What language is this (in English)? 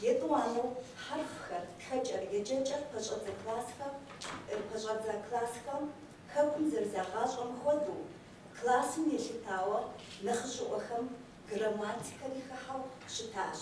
Kabardian